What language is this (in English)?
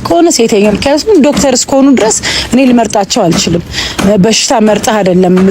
Amharic